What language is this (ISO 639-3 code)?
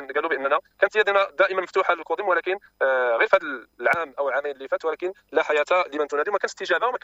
ary